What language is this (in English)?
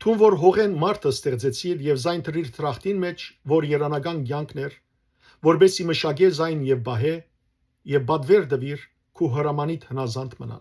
Western Armenian